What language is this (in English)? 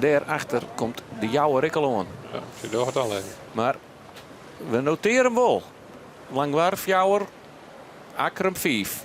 Western Frisian